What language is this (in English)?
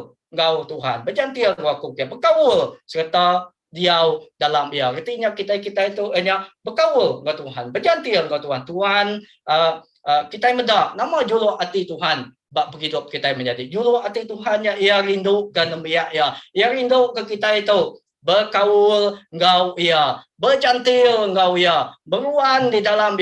Iban